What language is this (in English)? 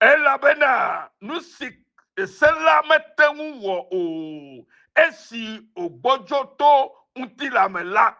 Ewe